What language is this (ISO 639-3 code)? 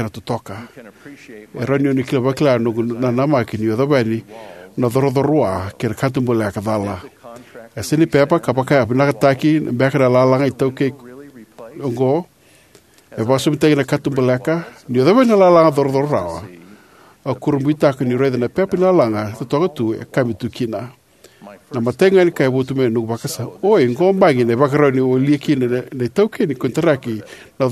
fij